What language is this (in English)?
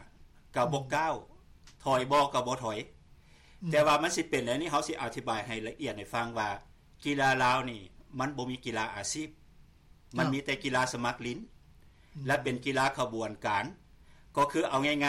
Lao